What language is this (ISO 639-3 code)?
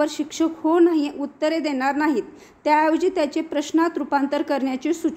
mar